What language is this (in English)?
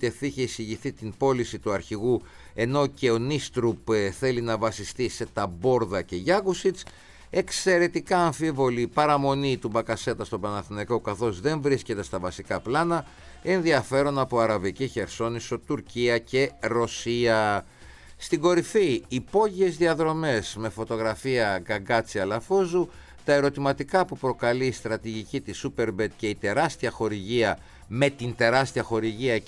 Greek